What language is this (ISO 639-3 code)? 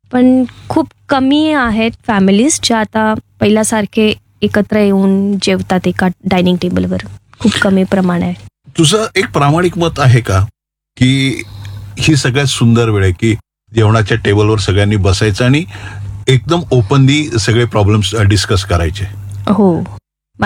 mar